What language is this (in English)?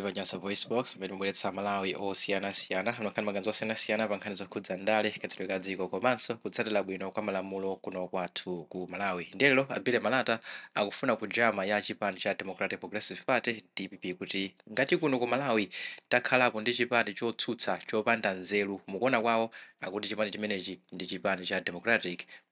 Nyanja